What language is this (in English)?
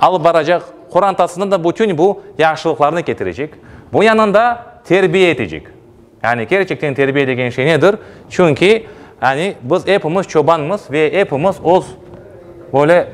Crimean Tatar